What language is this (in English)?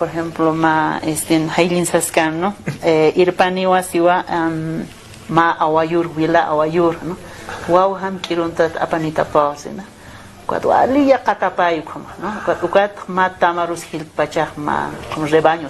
Aymara